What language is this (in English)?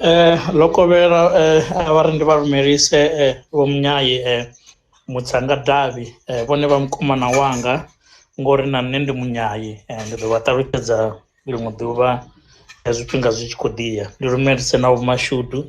Venda